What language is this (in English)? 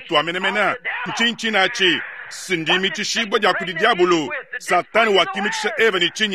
Luba-Lulua